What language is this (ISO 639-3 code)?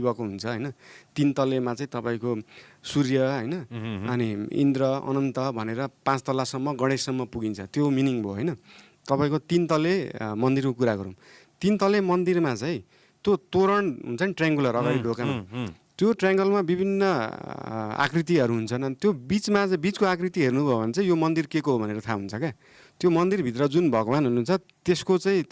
nep